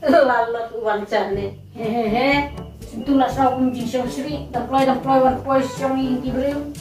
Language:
Khasi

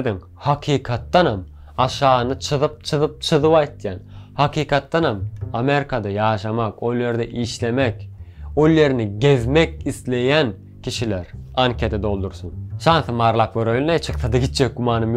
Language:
Turkmen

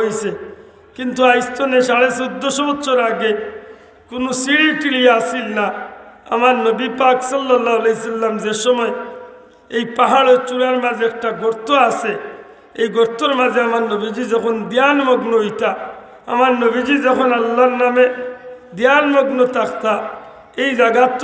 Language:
Sylheti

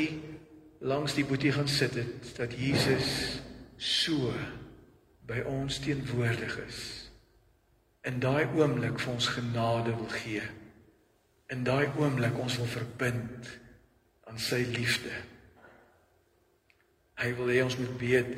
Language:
Afrikaans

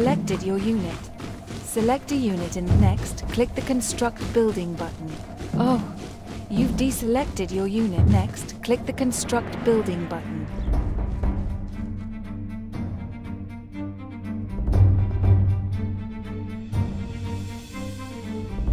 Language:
English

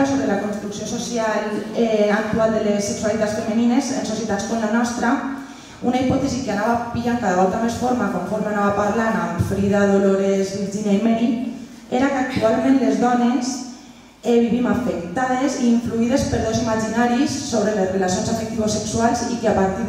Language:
Catalan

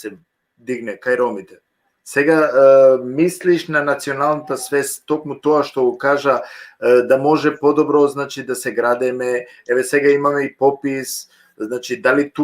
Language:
Balkan Romani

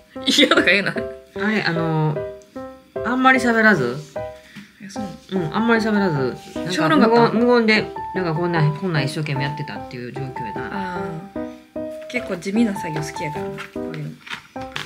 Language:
Japanese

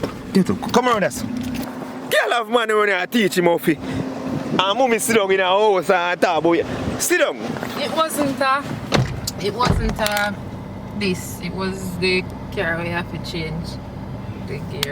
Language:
Jamaican Creole English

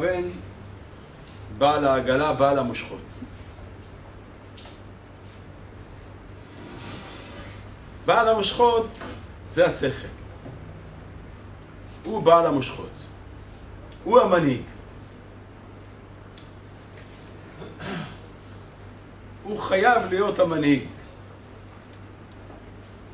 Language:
Hebrew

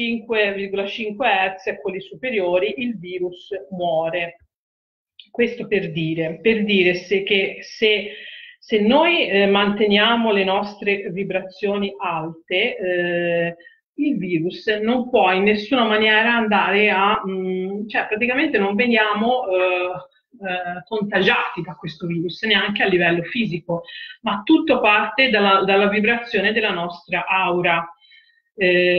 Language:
Italian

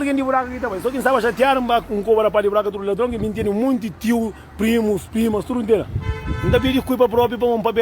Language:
Kabuverdianu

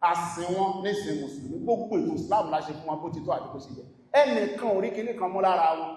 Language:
Yoruba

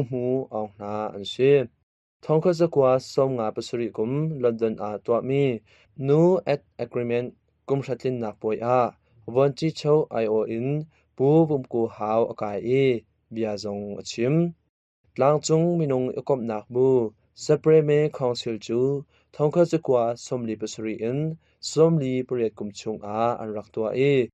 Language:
Hakha Chin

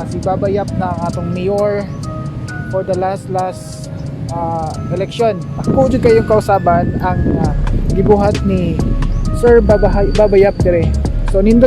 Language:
Cebuano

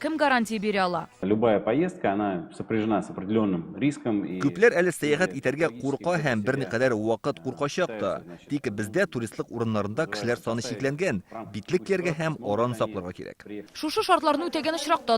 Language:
Tatar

